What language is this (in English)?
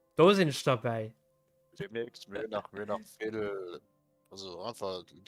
Luxembourgish